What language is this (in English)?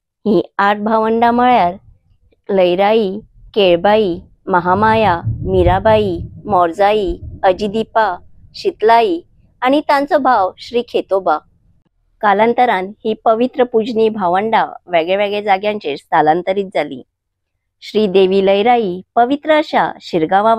Konkani